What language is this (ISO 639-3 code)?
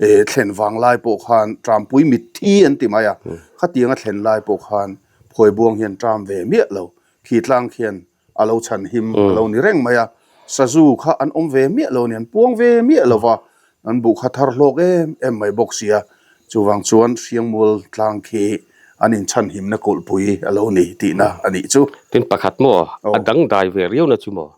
lus